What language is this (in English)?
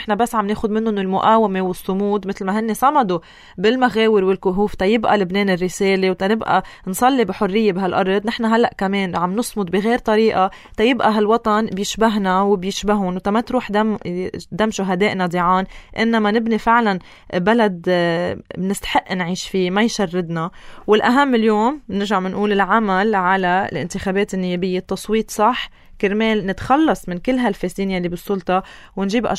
North Levantine Arabic